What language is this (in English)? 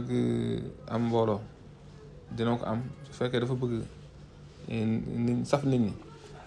Wolof